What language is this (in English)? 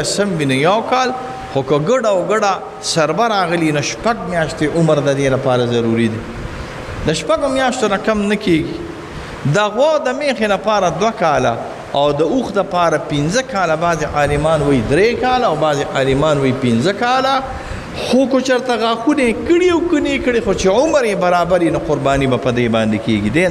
Pashto